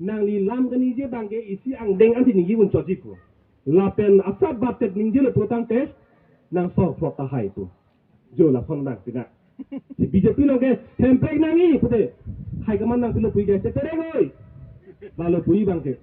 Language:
Karbi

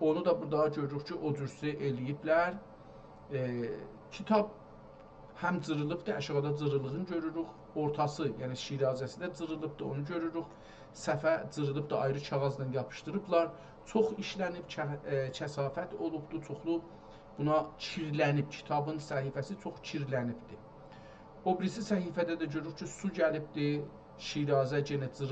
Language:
South Azerbaijani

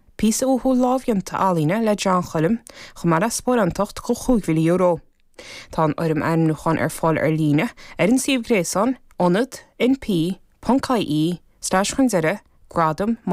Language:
Irish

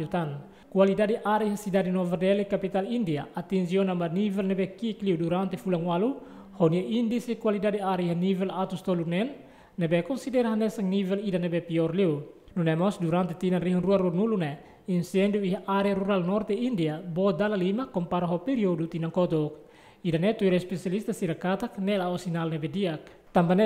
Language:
Tetum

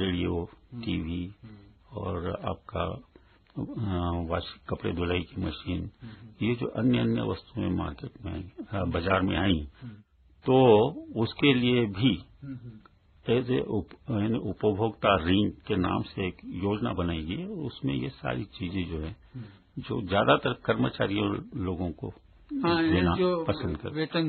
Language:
Hindi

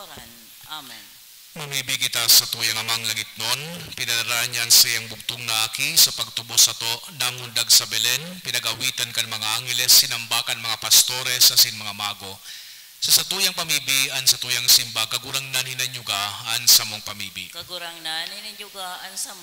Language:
Bikol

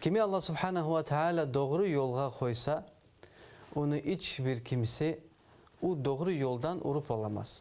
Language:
Crimean Tatar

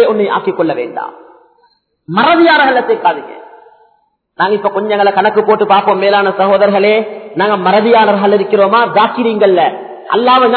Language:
Tamil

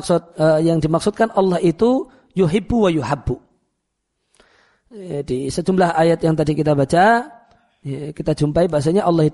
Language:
Indonesian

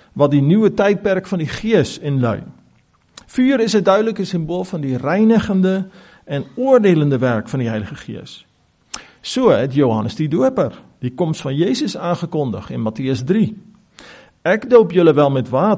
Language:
Afrikaans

